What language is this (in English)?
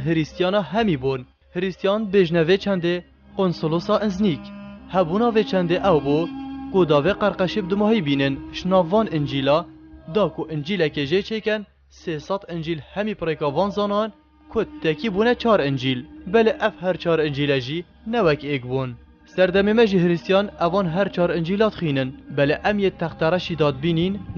Kurdish